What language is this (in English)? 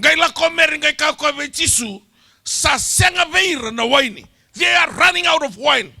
Fijian